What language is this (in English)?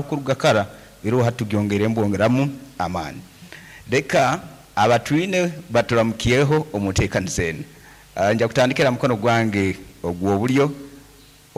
Nyankole